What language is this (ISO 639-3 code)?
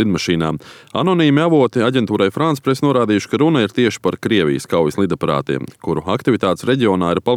lav